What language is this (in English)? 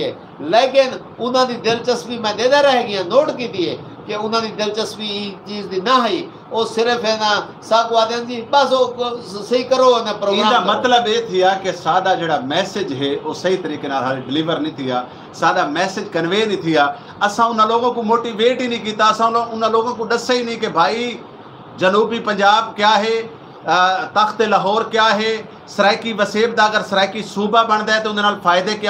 Saraiki